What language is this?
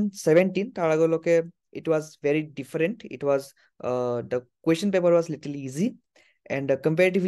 Assamese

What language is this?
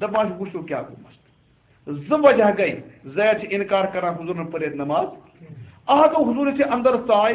Kashmiri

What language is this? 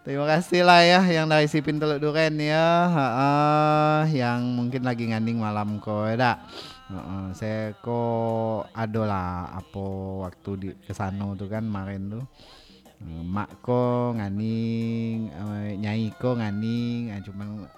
Minangkabau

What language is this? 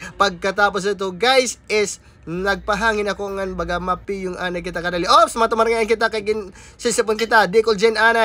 Waray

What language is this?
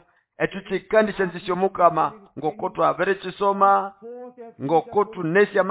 Nande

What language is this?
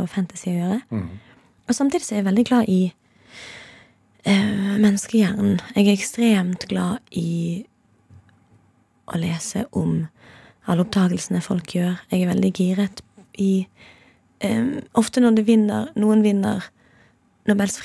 Norwegian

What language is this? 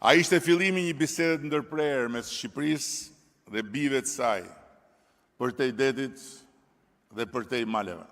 Albanian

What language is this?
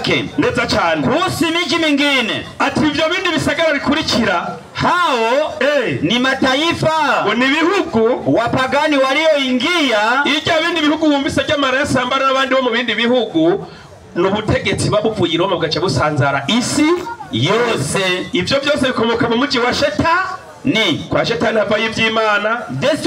Rundi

